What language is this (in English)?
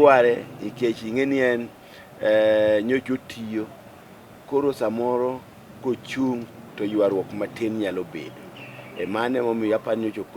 Luo (Kenya and Tanzania)